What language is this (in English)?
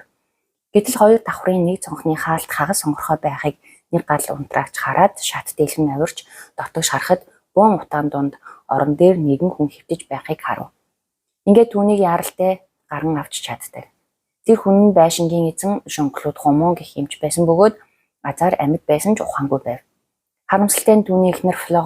Mongolian